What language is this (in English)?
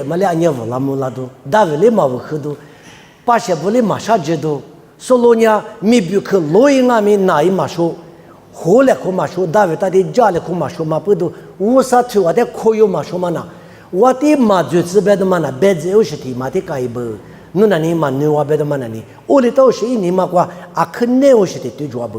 Lisu